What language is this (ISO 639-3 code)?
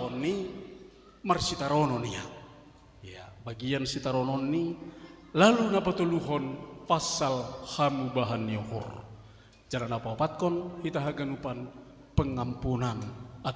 bts